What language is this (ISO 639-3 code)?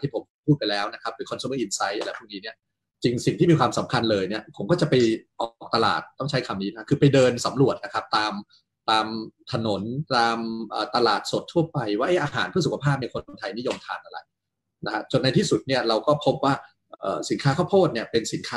tha